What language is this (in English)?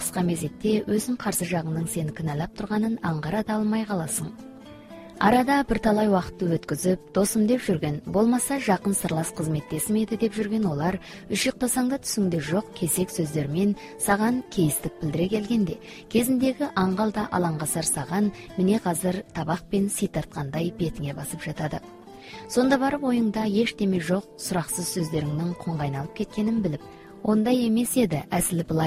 Kazakh